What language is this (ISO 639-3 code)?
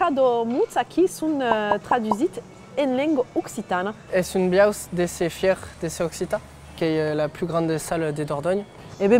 oci